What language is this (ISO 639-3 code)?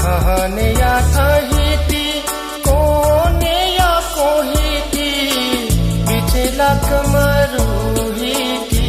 new